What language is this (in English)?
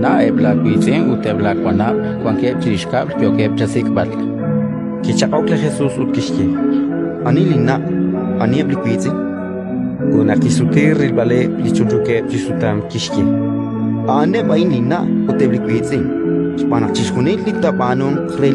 Kekchí